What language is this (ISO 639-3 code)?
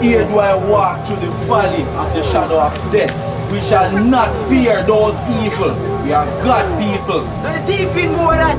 jam